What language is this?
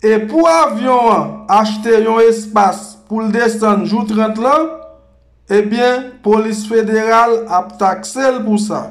Haitian Creole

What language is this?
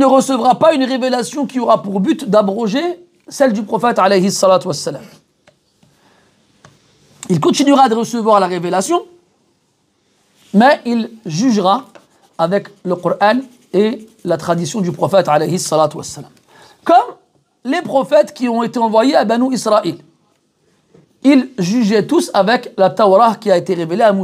French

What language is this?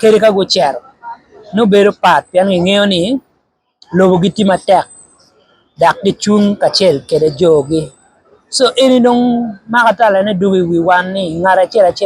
Acoli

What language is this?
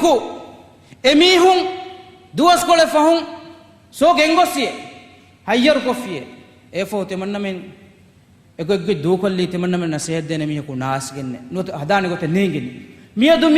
Divehi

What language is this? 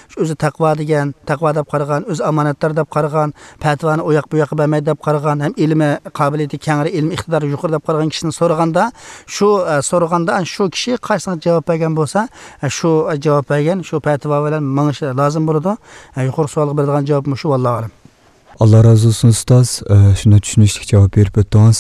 Uyghur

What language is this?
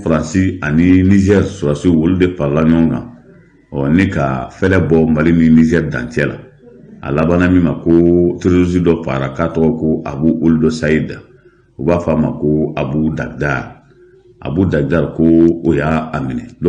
Bambara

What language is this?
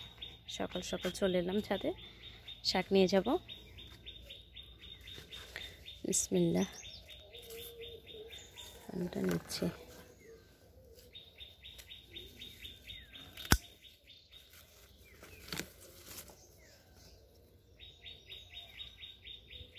Bangla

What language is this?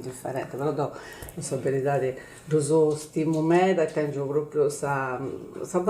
Sardinian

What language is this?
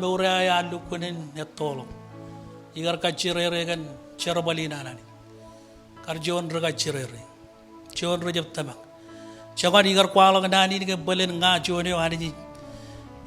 Marshallese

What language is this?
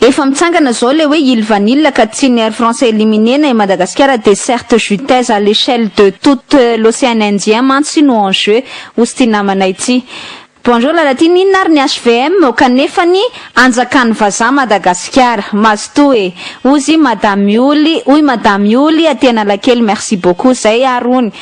Malagasy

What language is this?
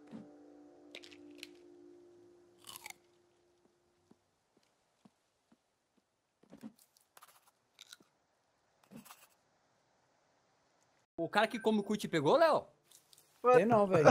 Portuguese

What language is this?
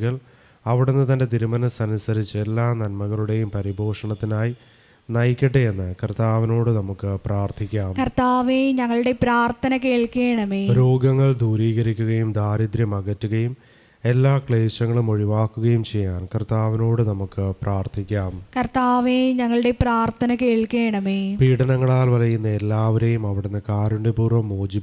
Malayalam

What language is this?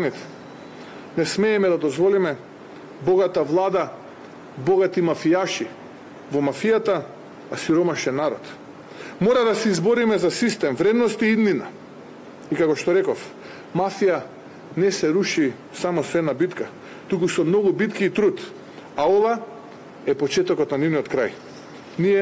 Macedonian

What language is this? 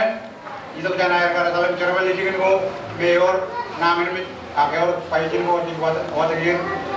Marshallese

